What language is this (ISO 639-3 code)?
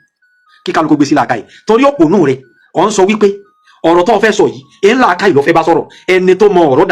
yor